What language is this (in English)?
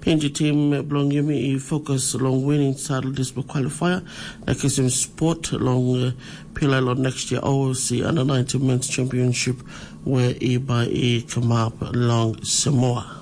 Tok Pisin